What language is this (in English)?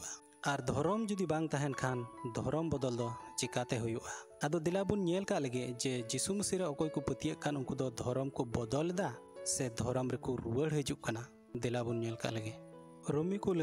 Santali